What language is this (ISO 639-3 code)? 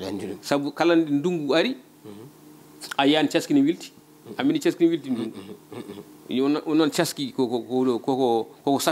ful